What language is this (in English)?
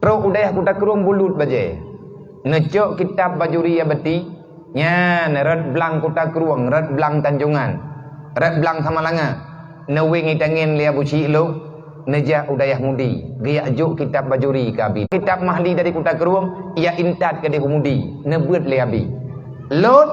Achinese